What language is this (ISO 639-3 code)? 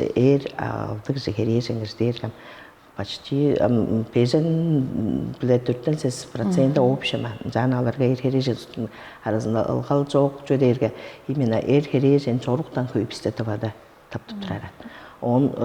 tyv